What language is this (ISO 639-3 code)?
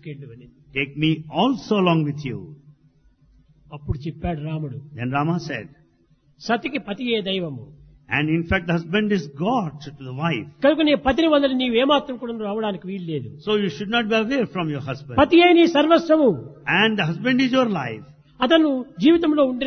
tel